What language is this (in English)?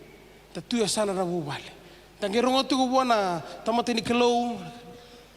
Fijian